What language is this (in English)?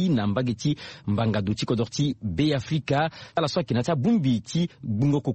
Sango